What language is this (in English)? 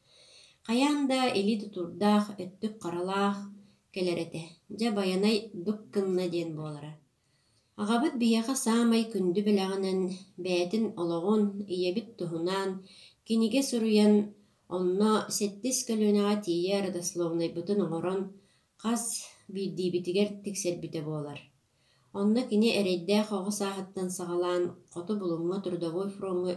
Yakut